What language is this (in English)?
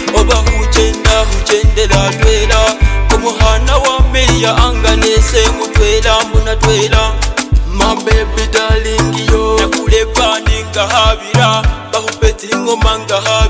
Swahili